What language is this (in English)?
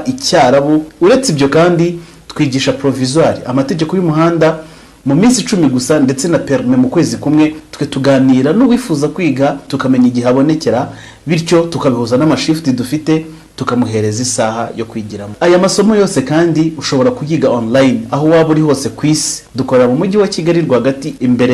Kinyarwanda